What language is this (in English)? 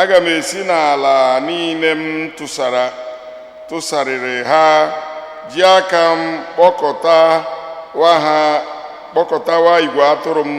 Igbo